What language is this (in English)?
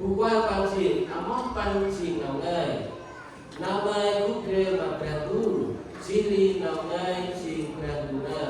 Central Mnong